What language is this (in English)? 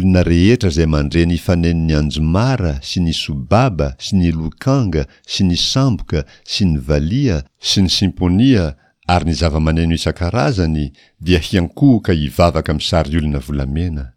Malagasy